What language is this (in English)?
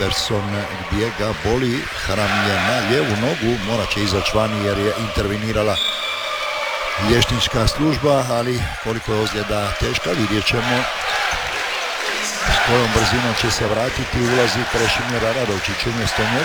Croatian